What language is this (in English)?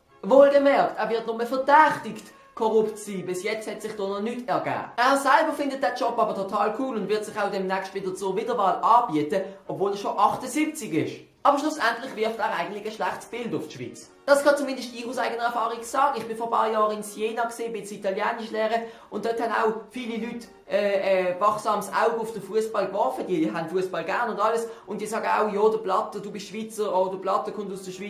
Swiss German